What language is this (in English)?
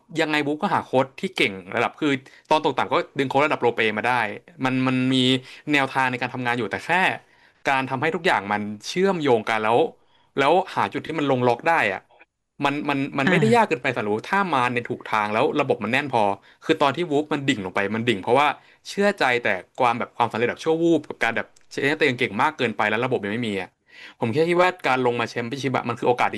Thai